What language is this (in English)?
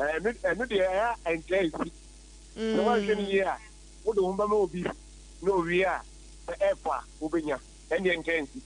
Akan